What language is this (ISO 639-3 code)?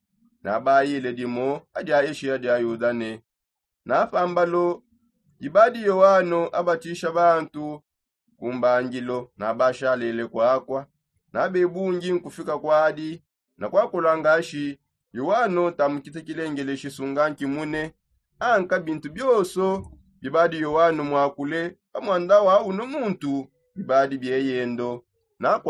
sop